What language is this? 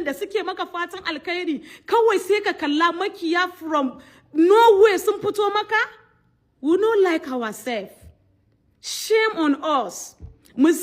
Hausa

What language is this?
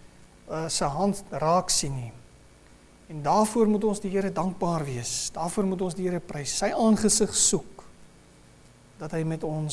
Afrikaans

